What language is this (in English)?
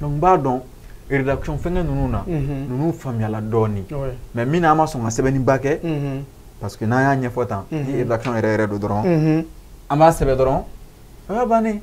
Bambara